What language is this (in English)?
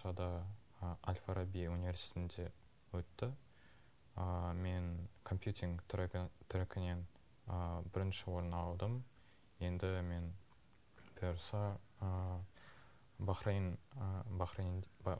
Kazakh